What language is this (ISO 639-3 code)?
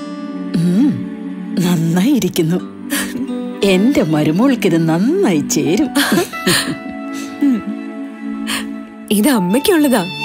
mal